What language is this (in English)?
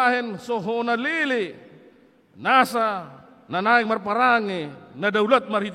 Batak Toba